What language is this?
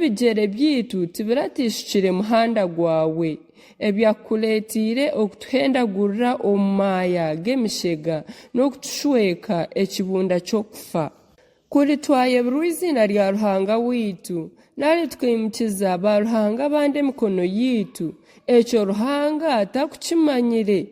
Nyankole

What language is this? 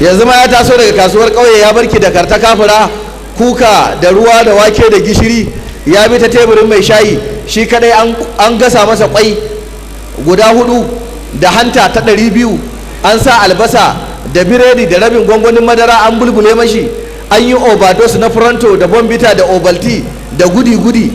Hausa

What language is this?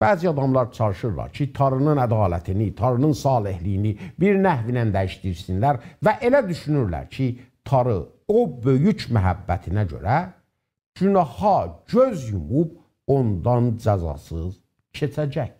South Azerbaijani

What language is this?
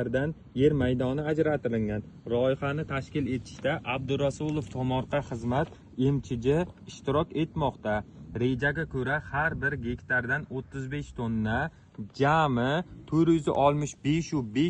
Uzbek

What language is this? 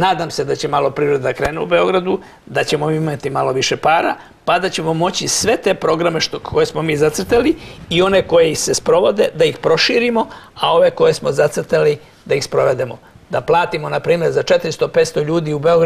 Serbian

